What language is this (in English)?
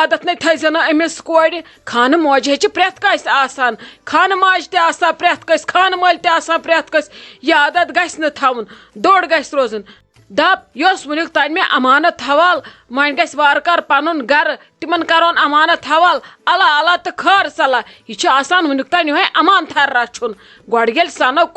Kashmiri